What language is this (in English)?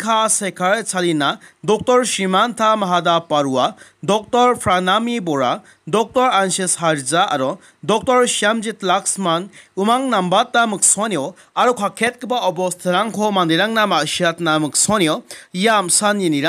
Garo